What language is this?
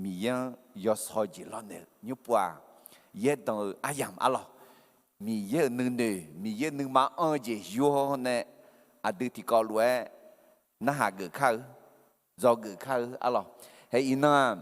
Akha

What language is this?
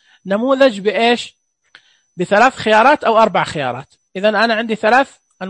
Najdi Arabic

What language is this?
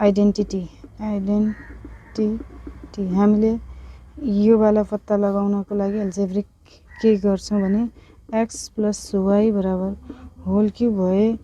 Nepali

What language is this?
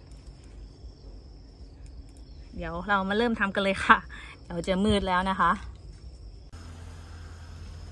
Thai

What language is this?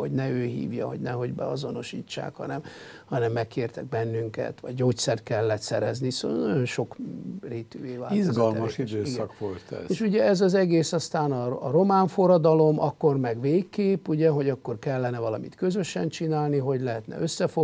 Hungarian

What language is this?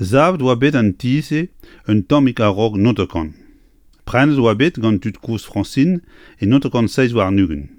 Breton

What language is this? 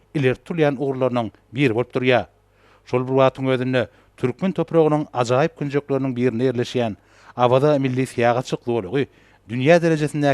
Turkmen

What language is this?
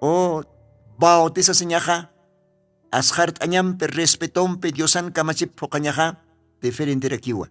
Aymara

